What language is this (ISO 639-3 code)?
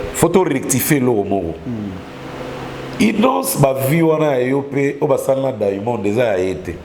lin